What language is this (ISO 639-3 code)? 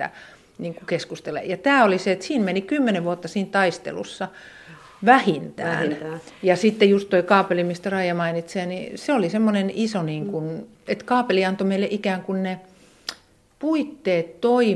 fin